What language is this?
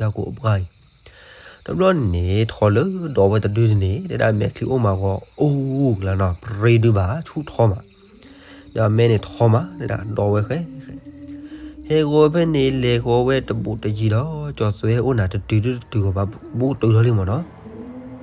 S'gaw Karen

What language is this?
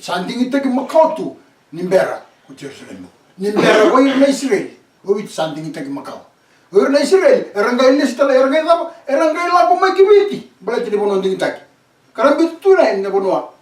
Fijian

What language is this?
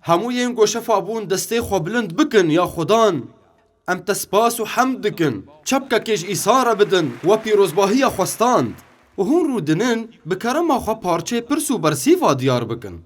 Kurdish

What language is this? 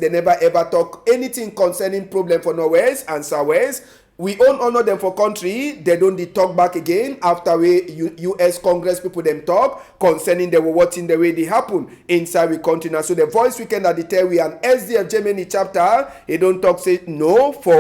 Cameroon Pidgin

